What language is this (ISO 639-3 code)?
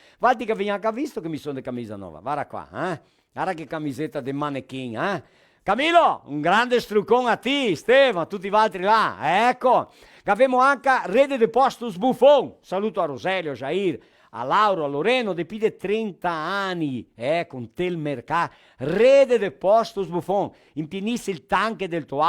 vec